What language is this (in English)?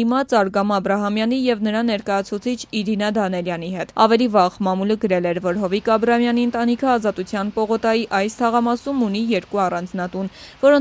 Armenian